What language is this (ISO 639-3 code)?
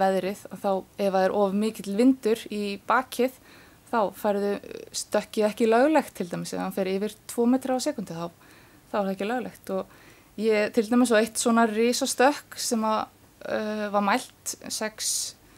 isl